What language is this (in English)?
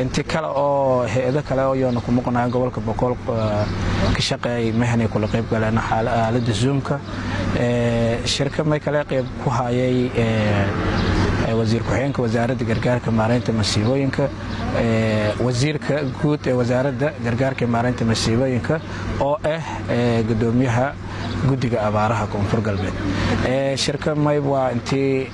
Somali